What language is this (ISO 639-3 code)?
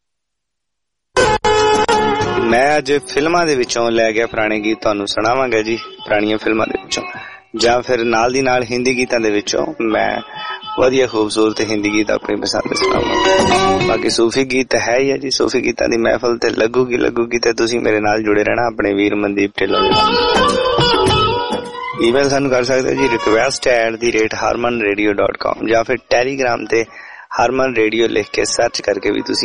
pan